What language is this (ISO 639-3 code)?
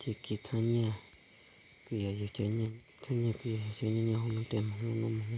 hmn